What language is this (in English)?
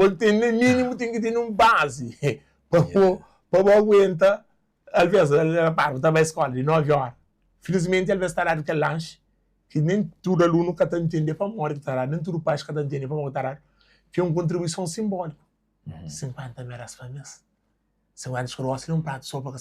Kabuverdianu